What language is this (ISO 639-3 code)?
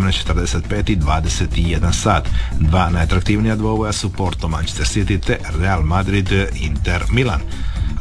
hrv